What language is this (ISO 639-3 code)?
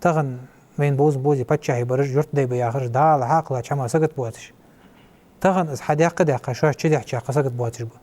inh